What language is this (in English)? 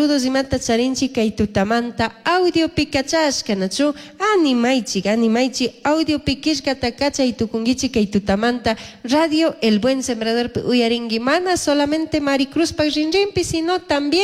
Chimborazo Highland Quichua